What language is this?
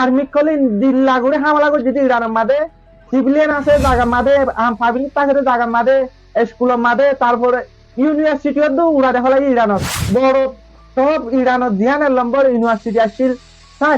Rohingya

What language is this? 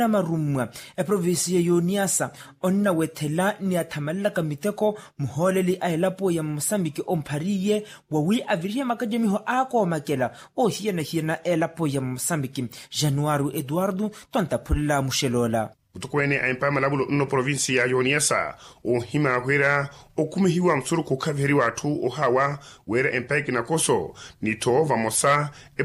Makhuwa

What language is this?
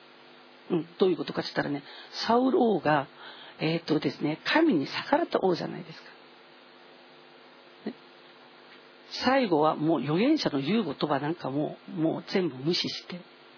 Japanese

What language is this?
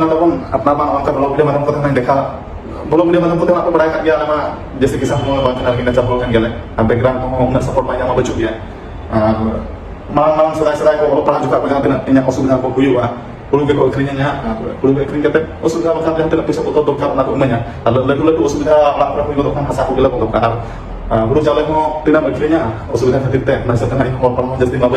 Santali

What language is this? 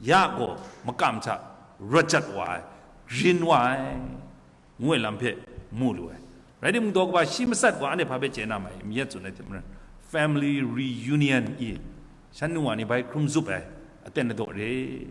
Kachin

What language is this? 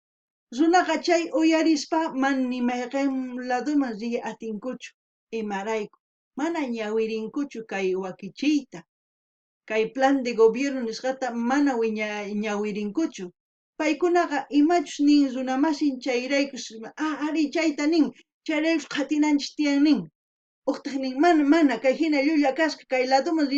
South Bolivian Quechua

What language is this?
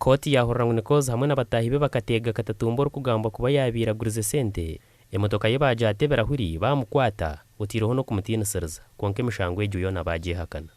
Nyankole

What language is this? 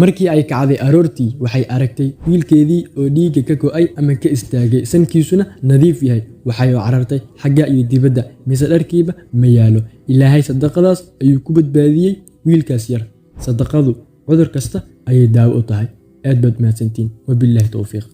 Somali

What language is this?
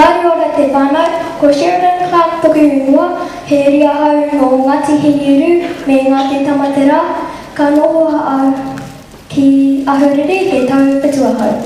Māori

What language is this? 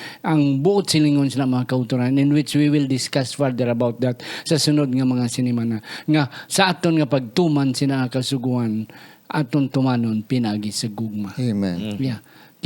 Hiligaynon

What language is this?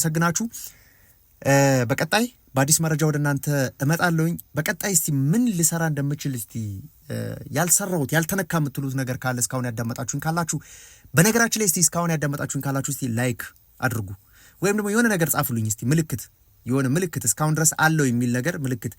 Amharic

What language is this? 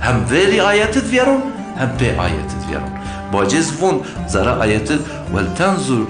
Zaza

